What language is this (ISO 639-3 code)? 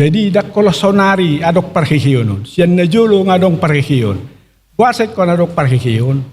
bbc